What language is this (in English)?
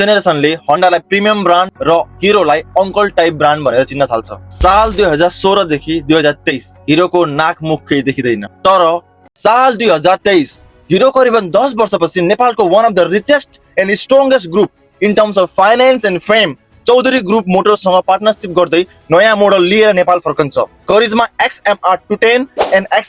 Nepali